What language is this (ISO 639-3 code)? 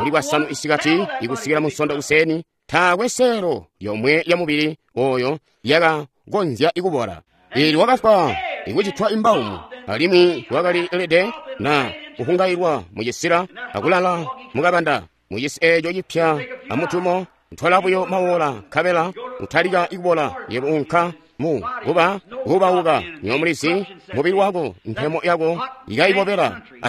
toi